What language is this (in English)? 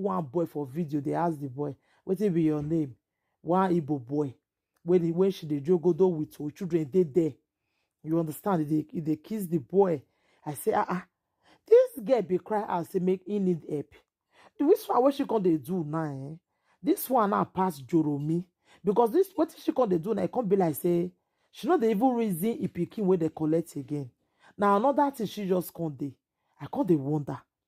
Nigerian Pidgin